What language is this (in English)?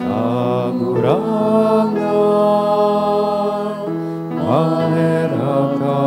Bikol